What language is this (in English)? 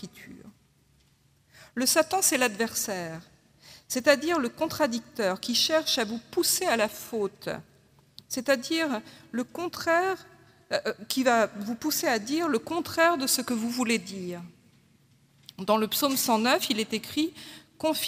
French